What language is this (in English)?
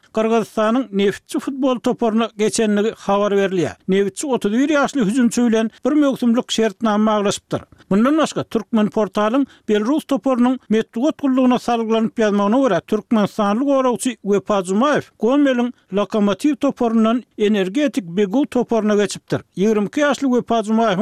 Turkmen